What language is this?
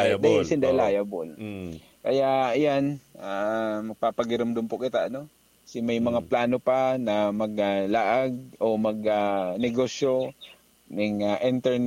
Bikol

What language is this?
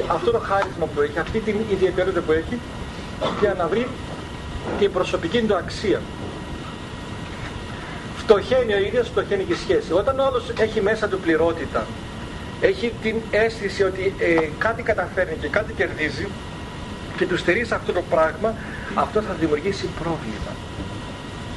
Greek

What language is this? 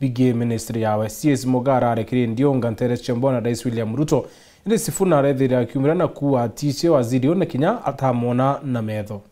Meru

